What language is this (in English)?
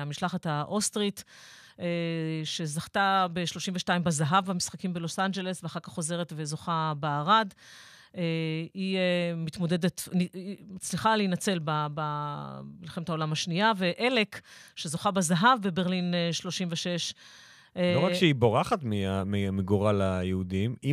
Hebrew